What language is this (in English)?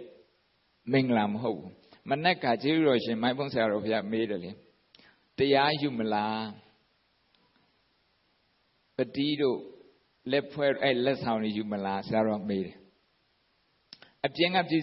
Burmese